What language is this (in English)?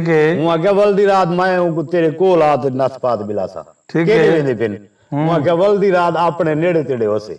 Saraiki